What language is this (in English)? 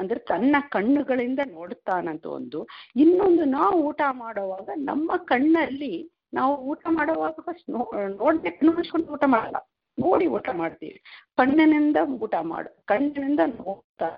Kannada